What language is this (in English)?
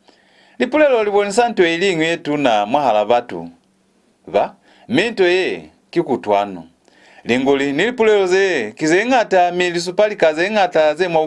Lozi